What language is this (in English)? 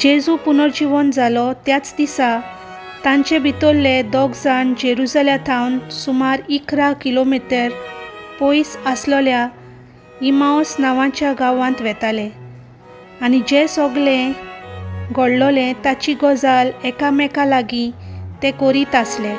Konkani